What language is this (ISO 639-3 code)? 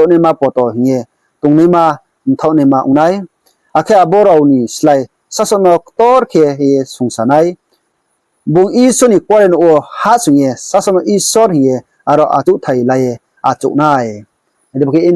ria